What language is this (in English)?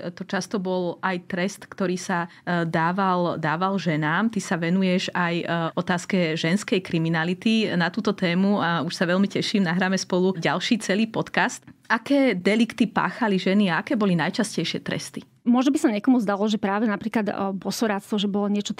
Slovak